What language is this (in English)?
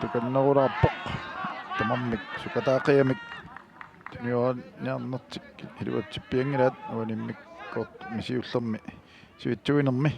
Kalaallisut